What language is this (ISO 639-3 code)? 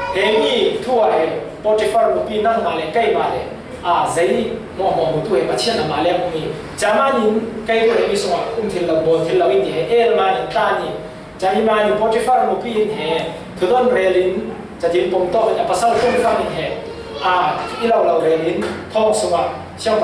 cfm